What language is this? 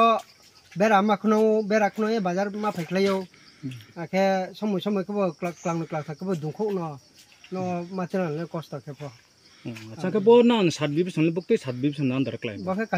Riang (India)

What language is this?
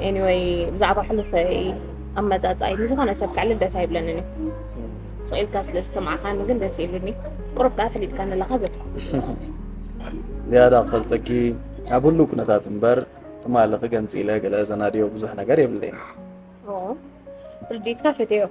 Tigrinya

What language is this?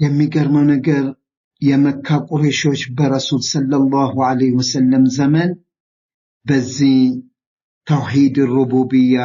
Amharic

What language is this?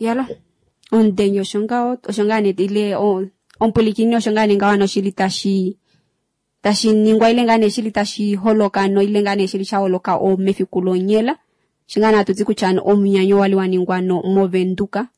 Kuanyama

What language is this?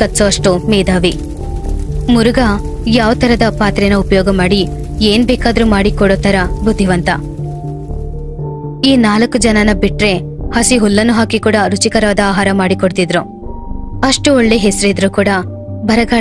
Kannada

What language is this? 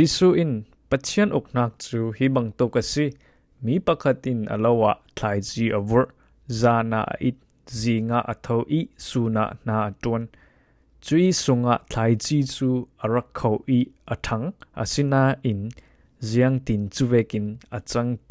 Falam Chin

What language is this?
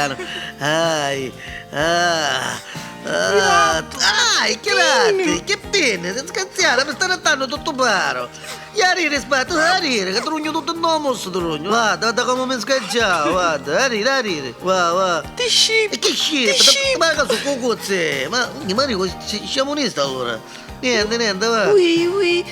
Neapolitan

